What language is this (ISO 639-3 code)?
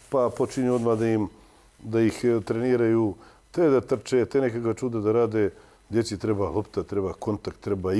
bos